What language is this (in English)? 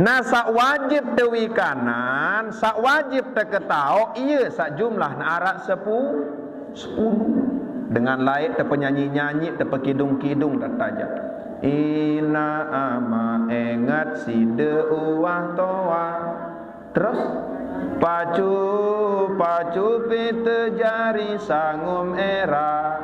Sasak